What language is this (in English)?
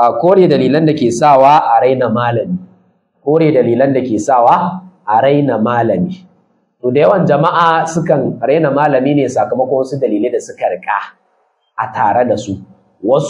Hausa